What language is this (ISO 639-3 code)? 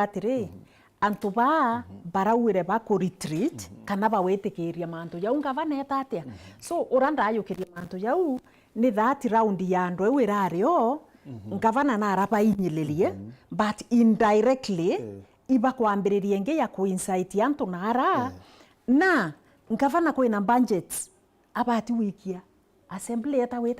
mer